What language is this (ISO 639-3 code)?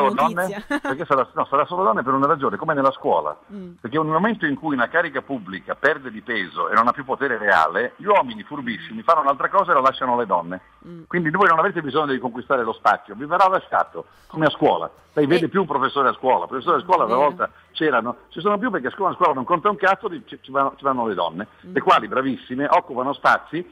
ita